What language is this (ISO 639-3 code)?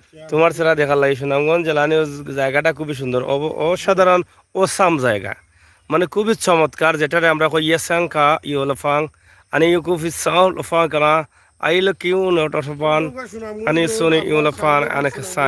syl